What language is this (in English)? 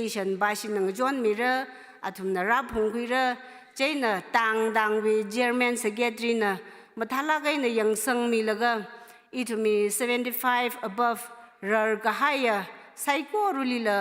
Tangkhul Naga (India)